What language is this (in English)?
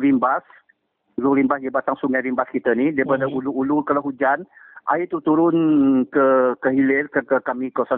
Malay